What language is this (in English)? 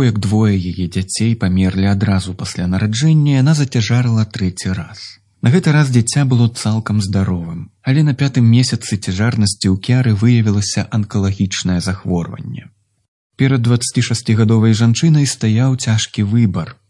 Belarusian